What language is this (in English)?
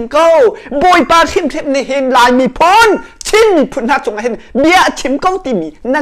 Hakha Chin